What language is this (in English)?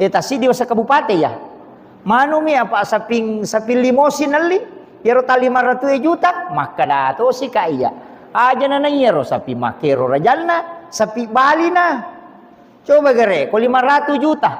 Buginese